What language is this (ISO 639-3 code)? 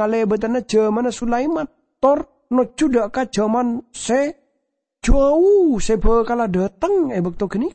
mad